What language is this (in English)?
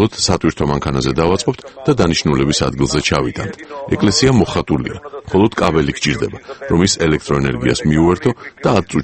Georgian